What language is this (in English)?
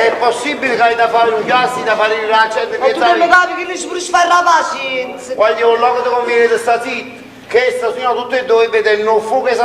Neapolitan